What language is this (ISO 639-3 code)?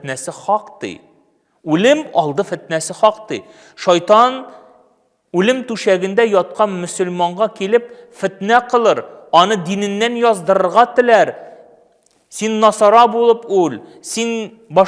tat